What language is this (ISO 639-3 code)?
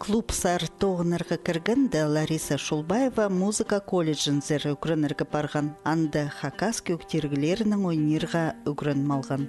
kjh